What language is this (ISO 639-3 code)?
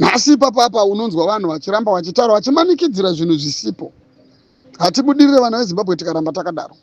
sna